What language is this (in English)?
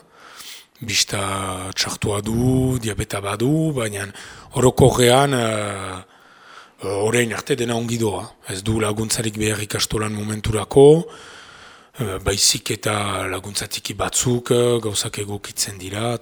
Basque